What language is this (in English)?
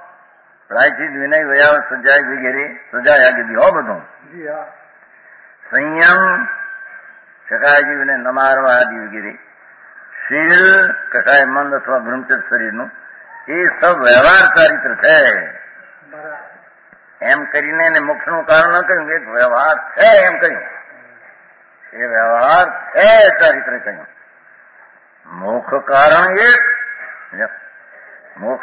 Gujarati